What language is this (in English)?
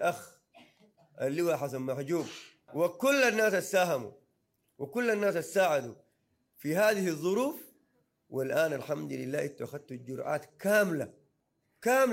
Sudanese Arabic